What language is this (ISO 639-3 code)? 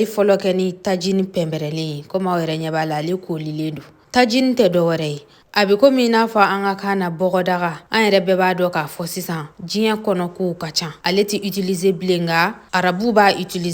bam